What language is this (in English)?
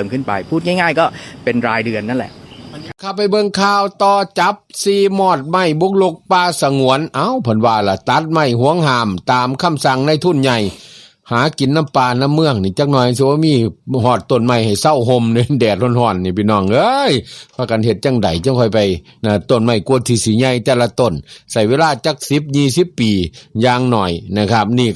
Northeastern Thai